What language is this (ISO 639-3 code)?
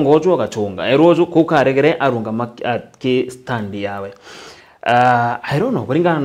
mer